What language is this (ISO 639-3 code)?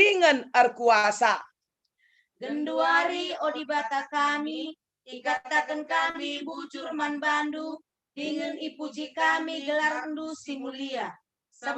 btx